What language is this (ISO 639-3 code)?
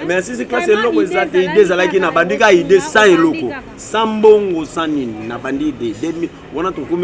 lin